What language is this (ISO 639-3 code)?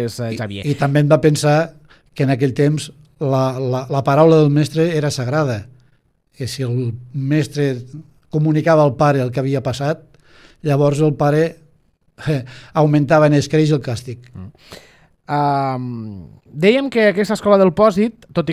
cat